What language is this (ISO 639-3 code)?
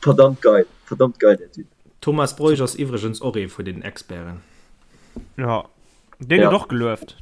ltz